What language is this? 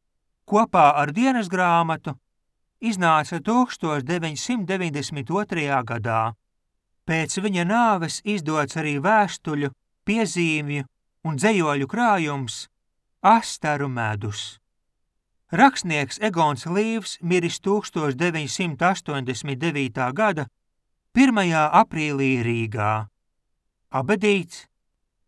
Latvian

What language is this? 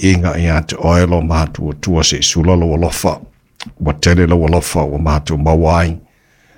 Samoan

